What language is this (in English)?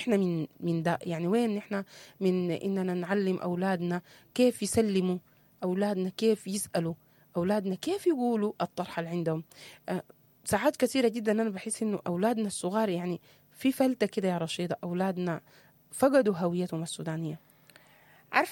Sudanese Arabic